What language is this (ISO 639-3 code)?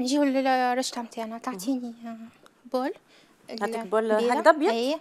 arq